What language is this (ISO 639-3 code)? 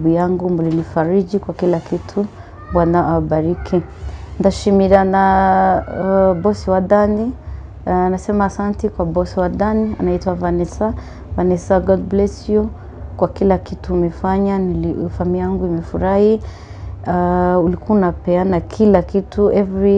kin